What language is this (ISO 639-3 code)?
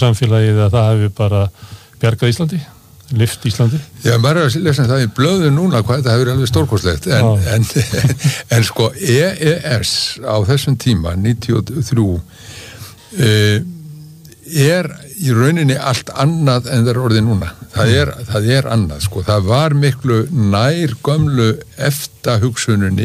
isl